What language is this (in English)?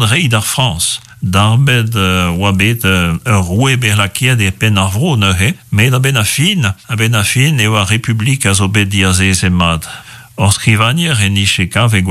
Breton